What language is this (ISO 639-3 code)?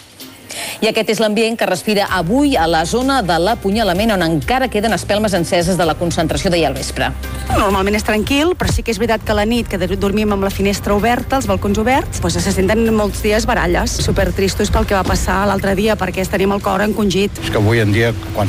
cat